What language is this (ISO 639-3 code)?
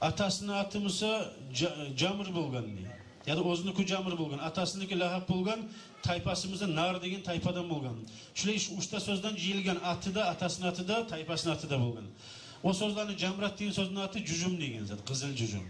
kum